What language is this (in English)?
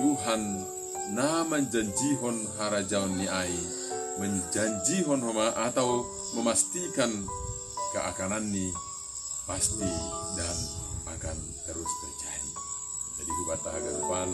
Batak Simalungun